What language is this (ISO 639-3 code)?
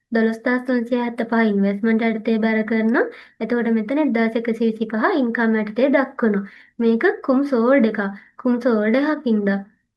sin